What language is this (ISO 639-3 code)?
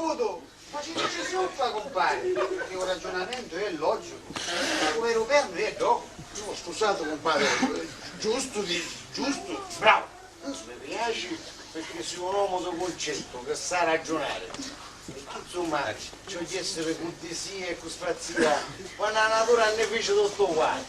scn